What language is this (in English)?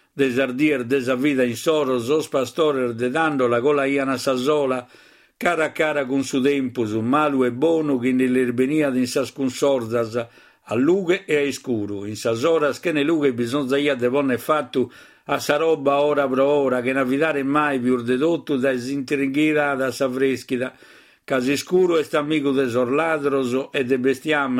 Sardinian